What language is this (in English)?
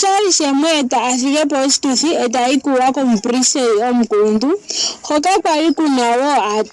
Ndonga